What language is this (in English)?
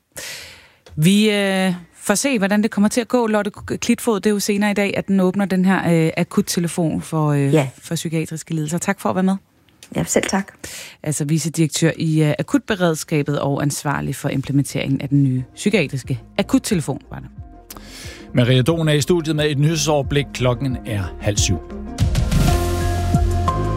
Danish